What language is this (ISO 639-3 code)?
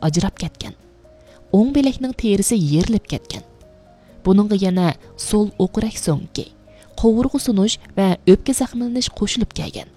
uig